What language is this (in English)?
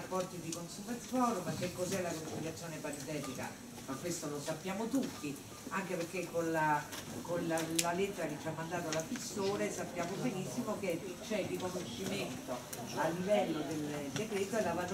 Italian